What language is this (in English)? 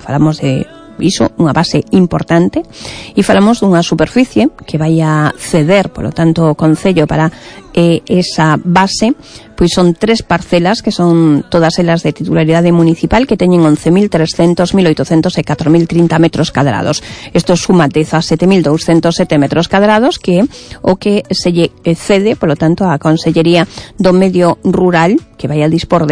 Galician